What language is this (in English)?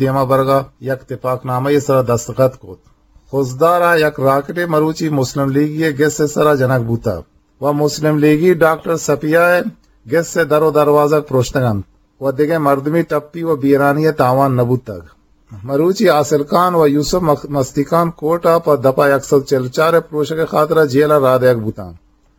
Eastern Balochi